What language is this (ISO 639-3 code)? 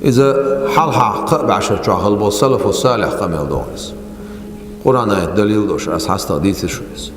che